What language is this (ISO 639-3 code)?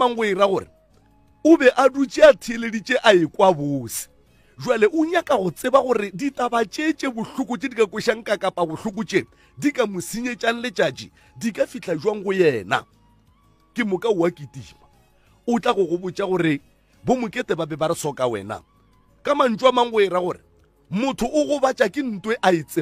nso